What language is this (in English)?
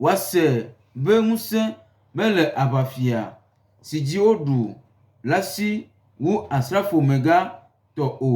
Gen